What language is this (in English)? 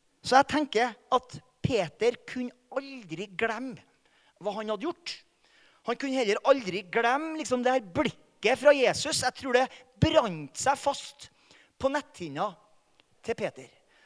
Norwegian